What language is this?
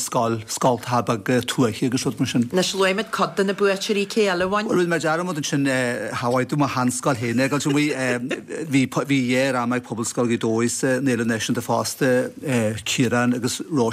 Irish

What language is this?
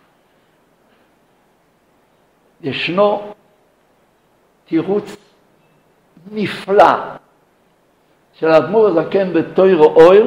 Hebrew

